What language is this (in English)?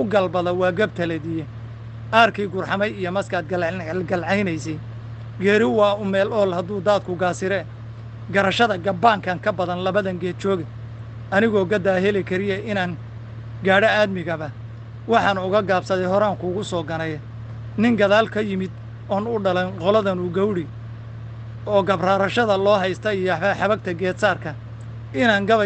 Somali